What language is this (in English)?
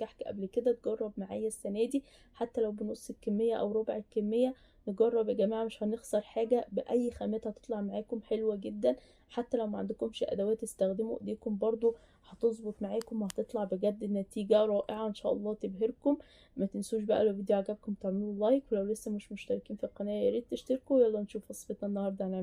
Egyptian Arabic